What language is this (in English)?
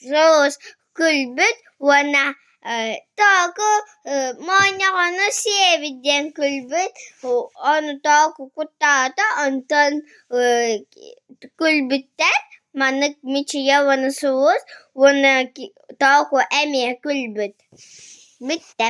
Yakut